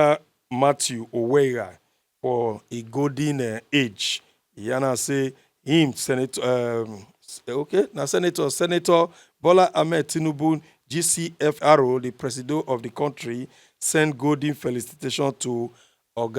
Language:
Nigerian Pidgin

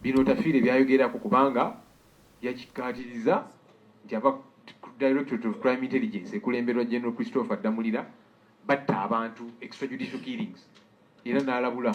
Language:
Ganda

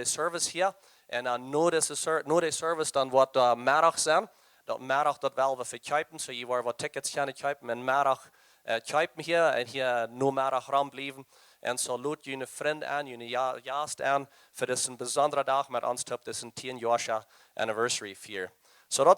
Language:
Plautdietsch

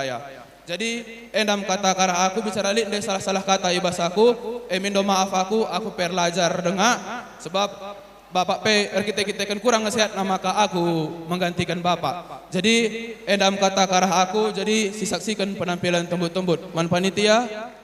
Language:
Batak Karo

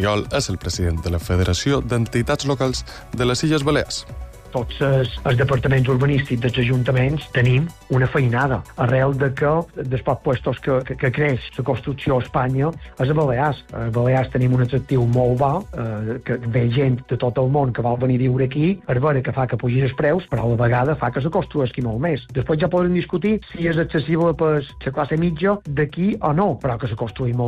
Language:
Catalan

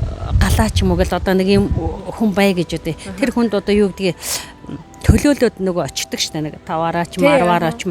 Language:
Mongolian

